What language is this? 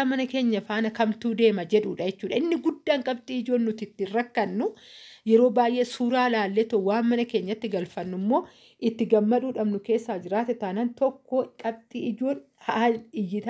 Oromo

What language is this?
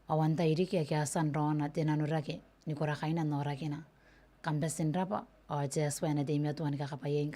Gilbertese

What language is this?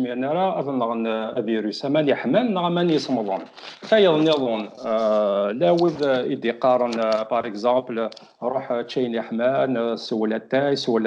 Kabyle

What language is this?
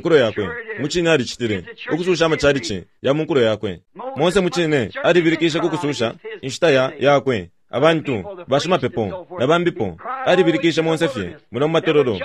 Bemba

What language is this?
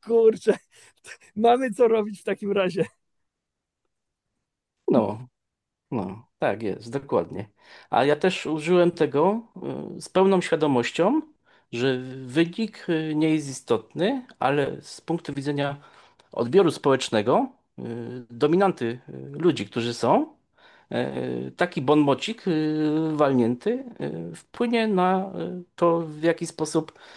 Polish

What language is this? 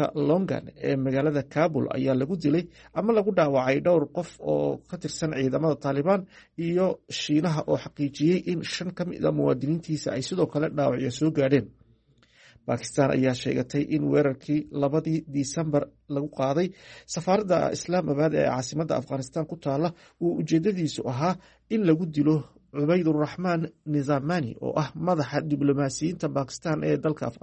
Somali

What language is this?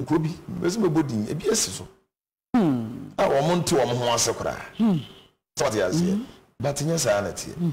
Akan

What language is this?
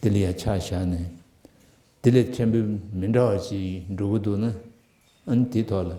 Tibetan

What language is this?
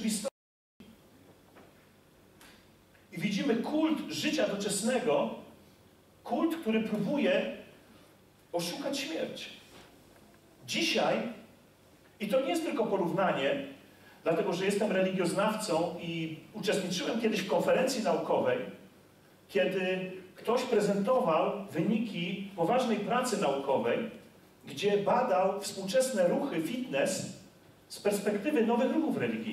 Polish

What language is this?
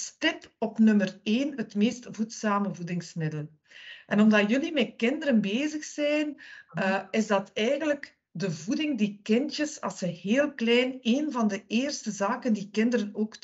Dutch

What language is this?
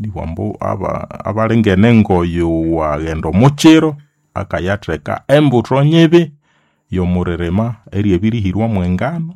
Nande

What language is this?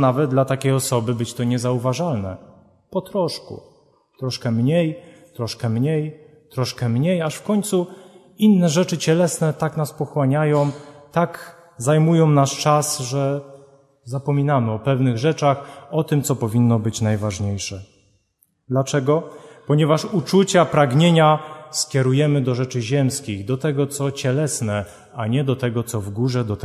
Polish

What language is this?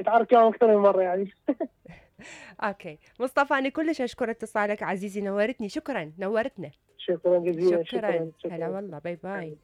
Mesopotamian Arabic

